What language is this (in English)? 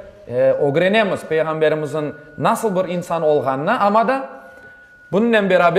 Crimean Tatar